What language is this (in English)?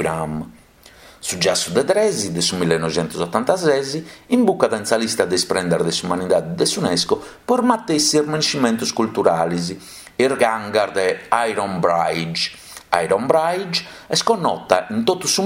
Sardinian